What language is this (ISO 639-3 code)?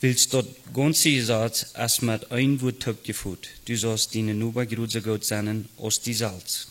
pdt